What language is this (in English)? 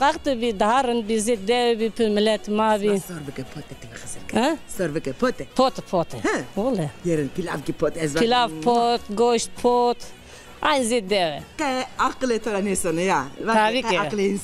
Zaza